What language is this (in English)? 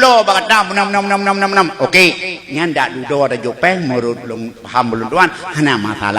Achinese